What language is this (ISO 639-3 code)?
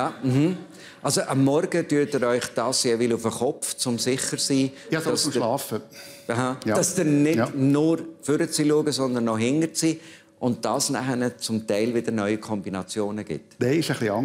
gsw